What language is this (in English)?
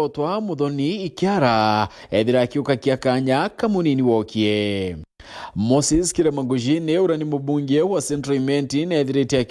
Meru